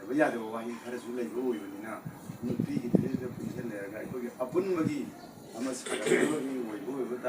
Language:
Manipuri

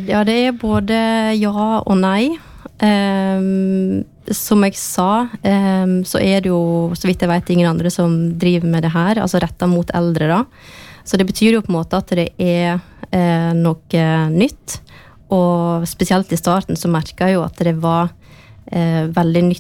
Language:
Norwegian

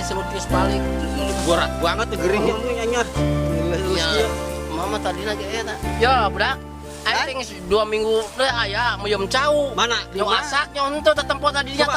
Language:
Sundanese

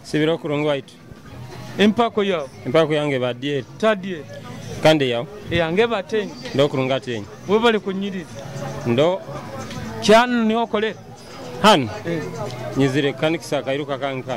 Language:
Nyoro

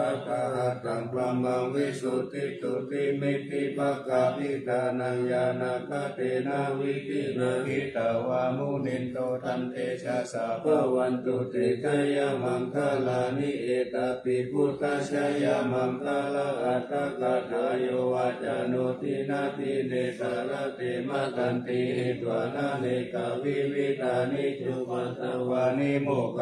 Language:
Pali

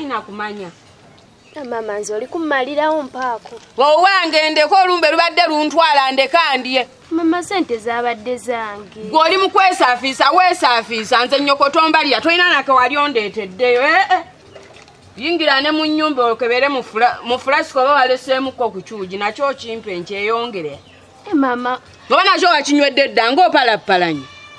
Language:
Ganda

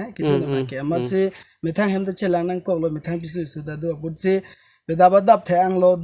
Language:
Karbi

